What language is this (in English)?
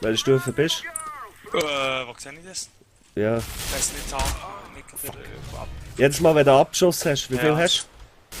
Swiss German